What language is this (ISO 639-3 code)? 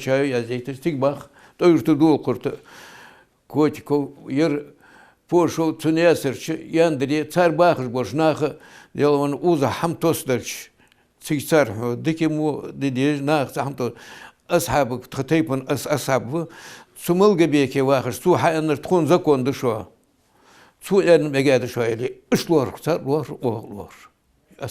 inh